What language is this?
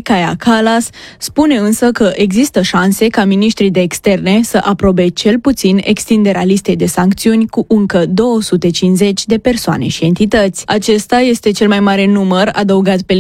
Romanian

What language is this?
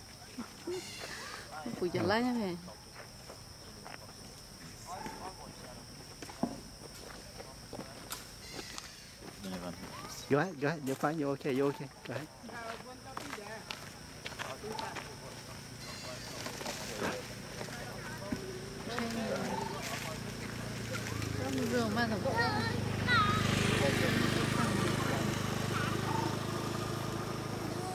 Vietnamese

